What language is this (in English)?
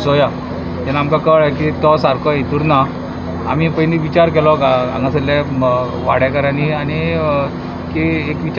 Konkani